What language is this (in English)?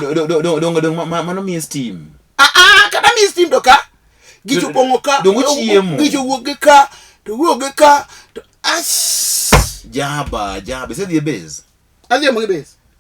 Luo (Kenya and Tanzania)